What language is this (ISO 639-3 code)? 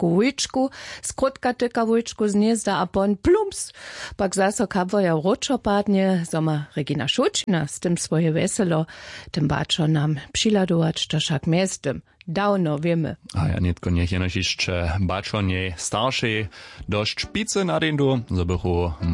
hsb